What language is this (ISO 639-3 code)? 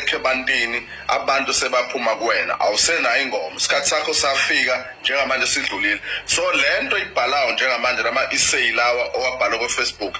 zul